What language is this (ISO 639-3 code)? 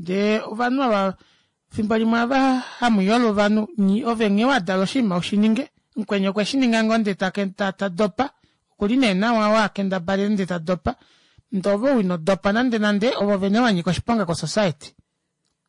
kua